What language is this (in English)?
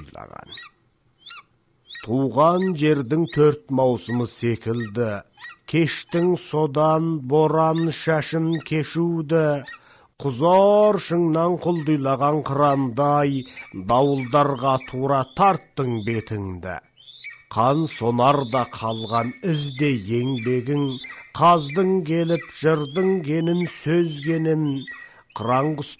Kazakh